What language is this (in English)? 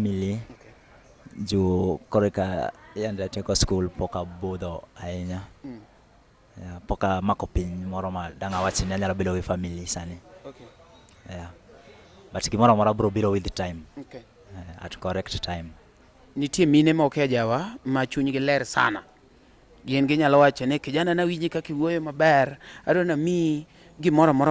Luo (Kenya and Tanzania)